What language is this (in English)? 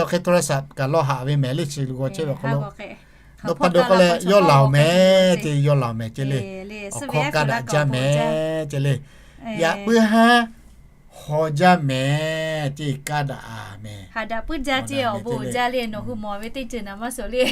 Lahu